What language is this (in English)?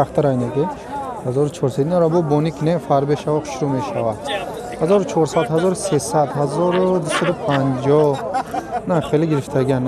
Tajik